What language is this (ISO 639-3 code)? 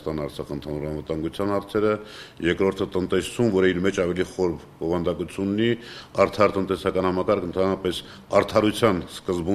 hye